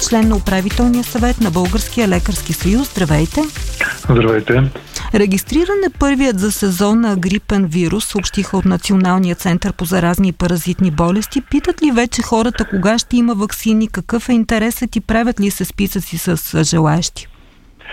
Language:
Bulgarian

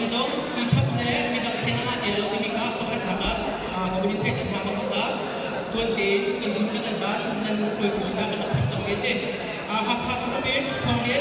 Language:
Hakha Chin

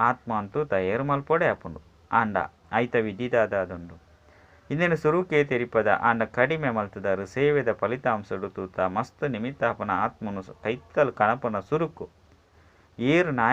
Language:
Tulu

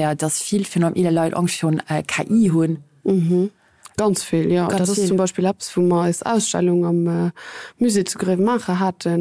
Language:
Luxembourgish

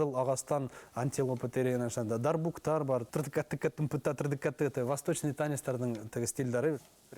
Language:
Bashkir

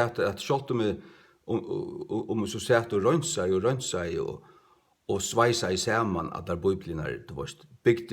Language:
Faroese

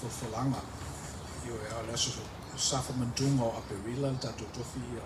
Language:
Samoan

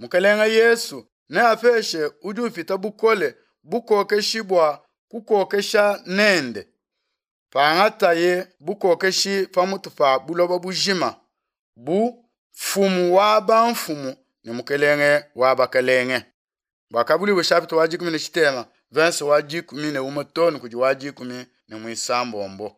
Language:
Luba-Lulua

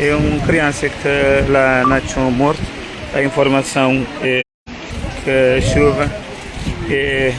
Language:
Kabuverdianu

